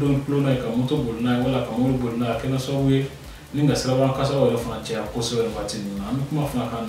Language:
Bambara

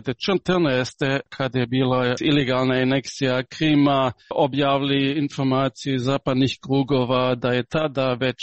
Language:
Serbian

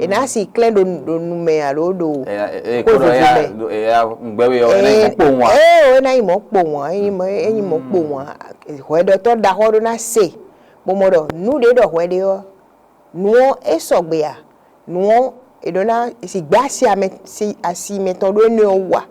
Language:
Fon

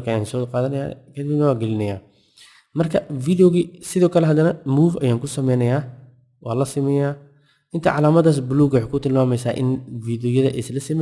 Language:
Somali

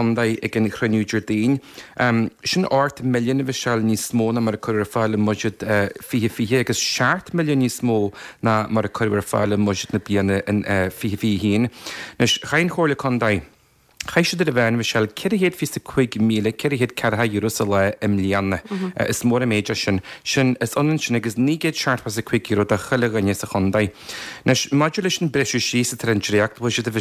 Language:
Irish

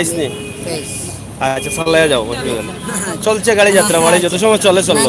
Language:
Sylheti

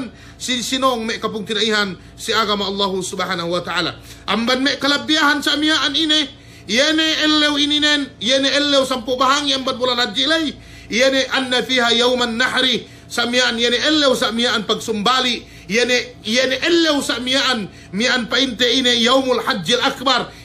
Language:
Yakan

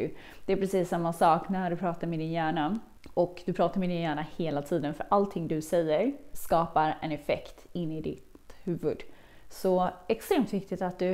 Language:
Swedish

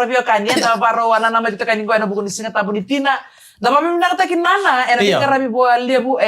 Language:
Fijian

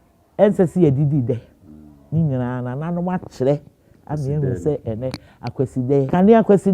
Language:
Akan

